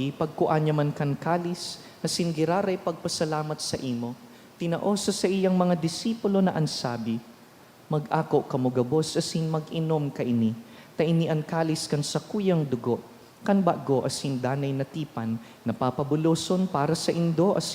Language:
Bikol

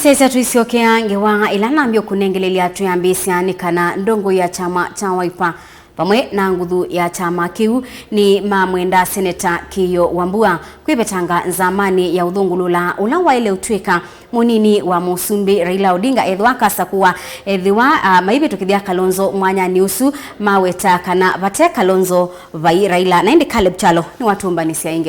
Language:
Kamba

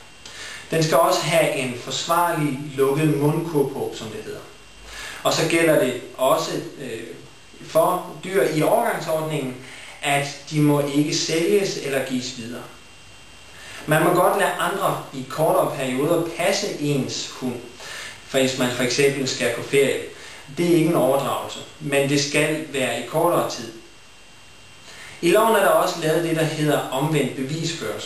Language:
Danish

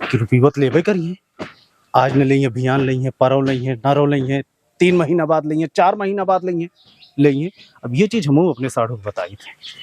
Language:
Awadhi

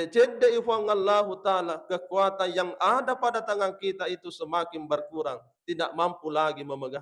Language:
Buginese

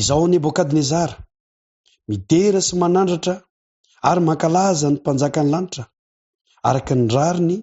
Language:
Malagasy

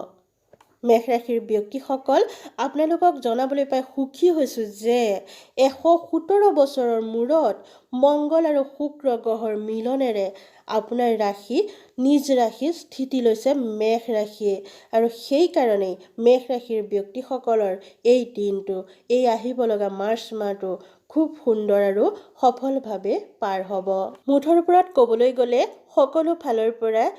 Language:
Assamese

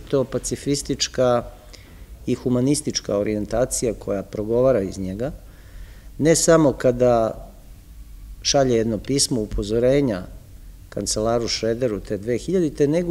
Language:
Serbian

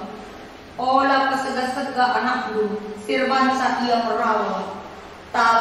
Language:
Batak Karo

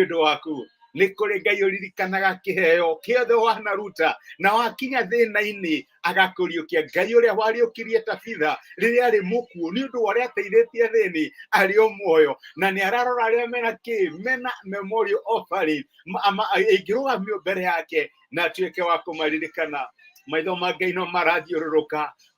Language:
Kikuyu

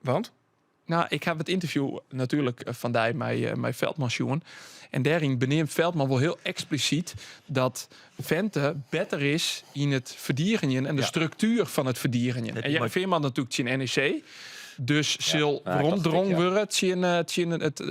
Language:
Western Frisian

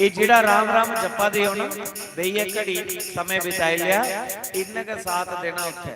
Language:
Dogri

